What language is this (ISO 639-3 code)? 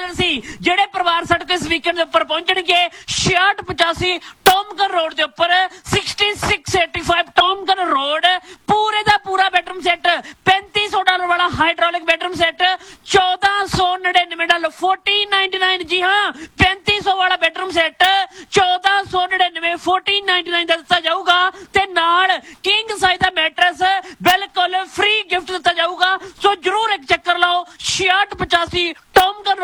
pan